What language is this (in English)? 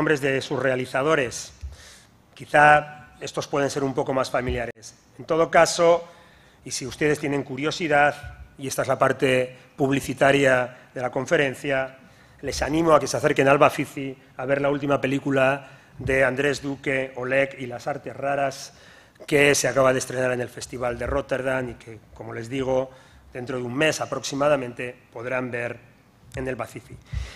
Spanish